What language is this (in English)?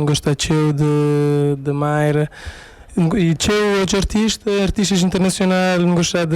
Kabuverdianu